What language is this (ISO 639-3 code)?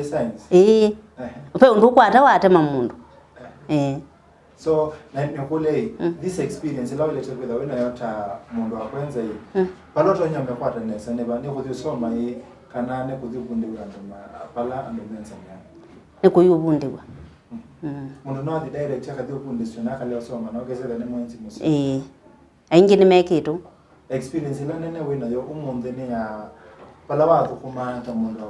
kam